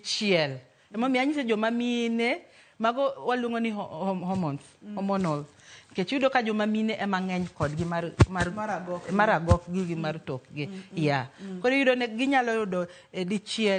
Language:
Luo (Kenya and Tanzania)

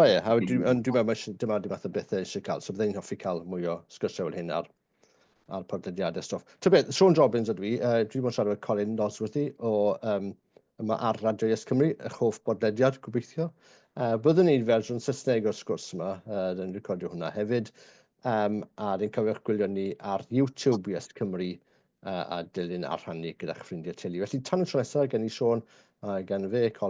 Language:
Welsh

